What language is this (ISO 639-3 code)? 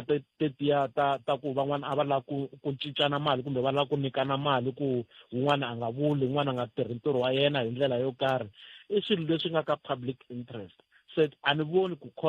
tso